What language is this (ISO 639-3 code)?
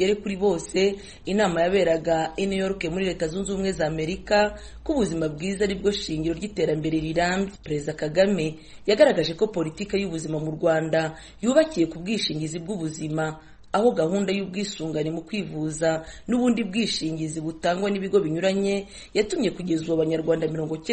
kin